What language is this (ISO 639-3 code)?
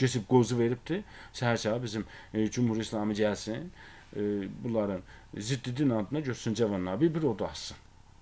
aze